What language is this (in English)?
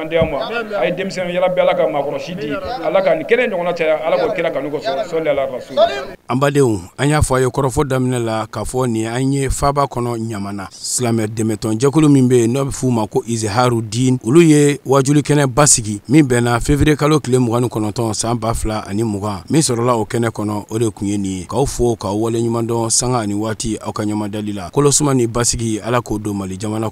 Bambara